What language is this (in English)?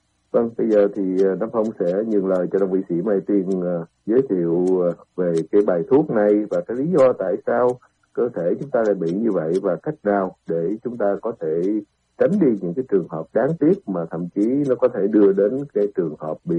Vietnamese